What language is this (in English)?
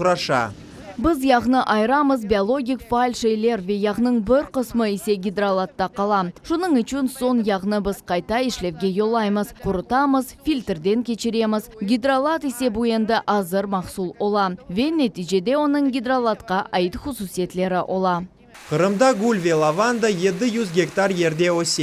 Crimean Tatar